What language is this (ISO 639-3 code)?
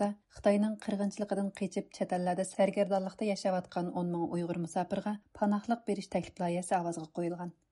uig